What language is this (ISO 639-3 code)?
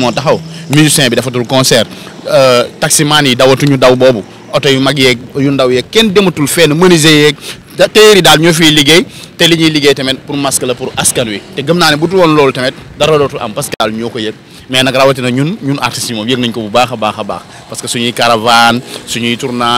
wol